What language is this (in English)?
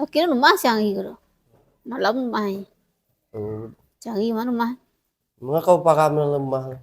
Minangkabau